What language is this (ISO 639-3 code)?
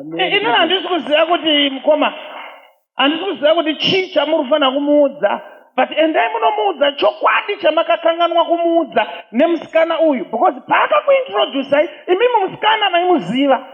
sna